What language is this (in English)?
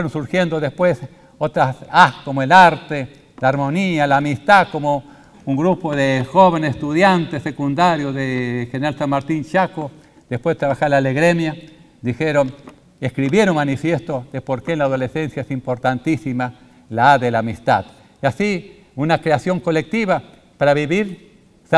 Spanish